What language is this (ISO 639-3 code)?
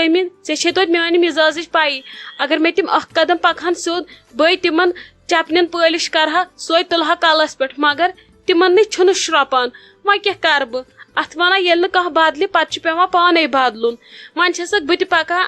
kas